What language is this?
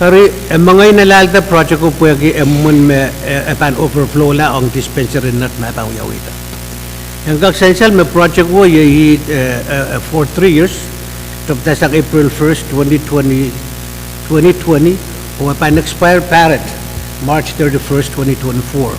Pohnpeian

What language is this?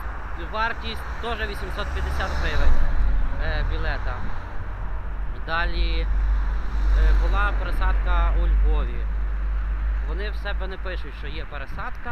Ukrainian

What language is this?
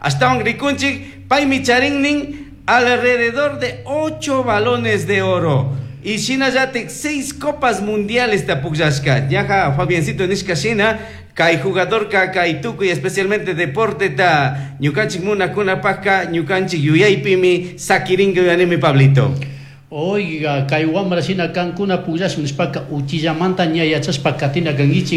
Chimborazo Highland Quichua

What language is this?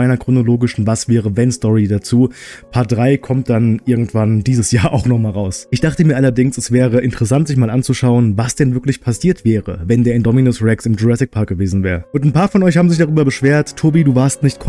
German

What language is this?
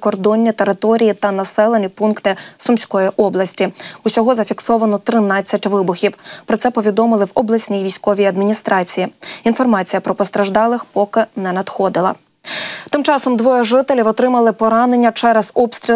Ukrainian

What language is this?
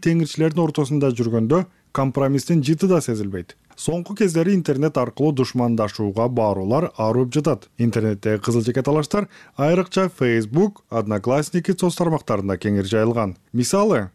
Kyrgyz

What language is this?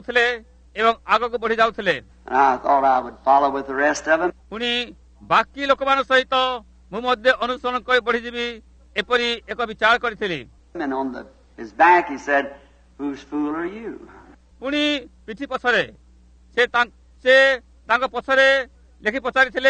Odia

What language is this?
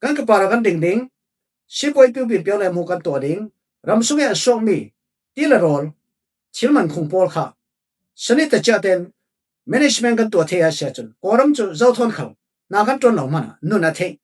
Falam Chin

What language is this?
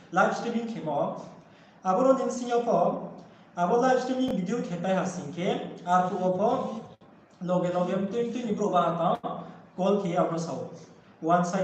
Riang (India)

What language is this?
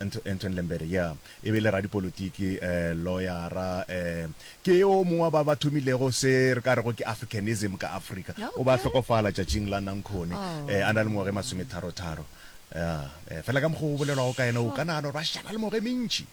Northern Sotho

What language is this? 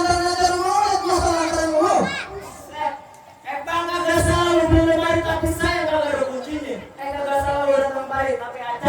Betawi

